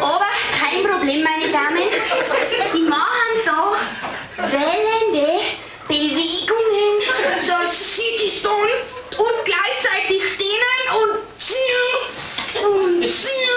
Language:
Bavarian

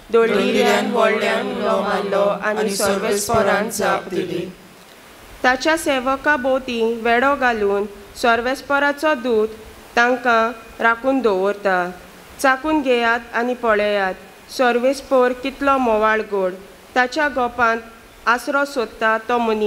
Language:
Konkani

